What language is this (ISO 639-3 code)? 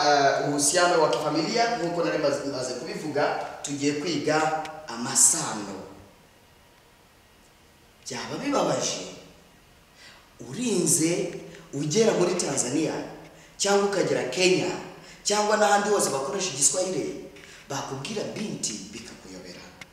kin